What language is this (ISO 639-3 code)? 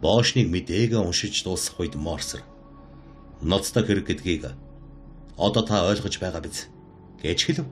mon